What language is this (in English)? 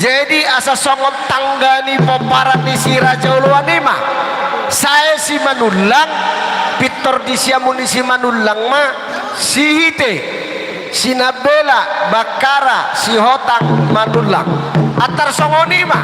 Batak Toba